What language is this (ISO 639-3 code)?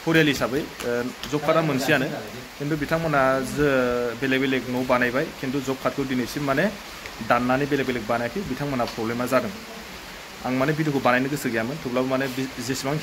brx